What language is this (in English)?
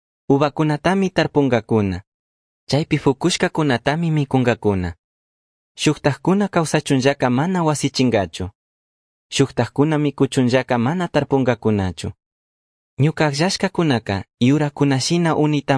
Chimborazo Highland Quichua